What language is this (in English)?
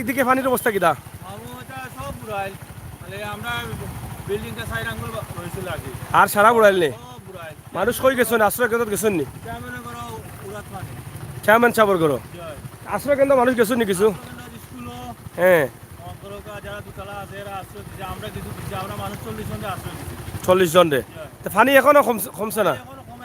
Sylheti